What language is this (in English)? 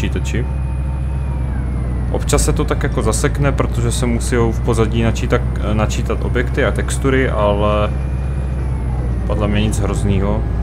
Czech